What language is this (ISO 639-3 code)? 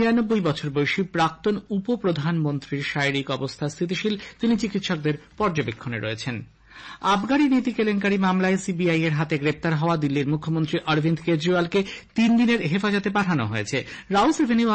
ben